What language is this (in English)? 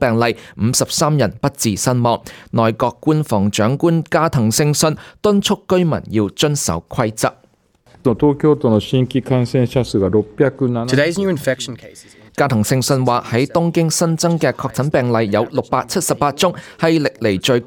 Cantonese